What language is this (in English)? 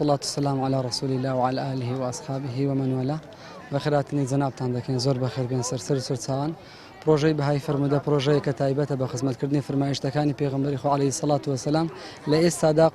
Central Kurdish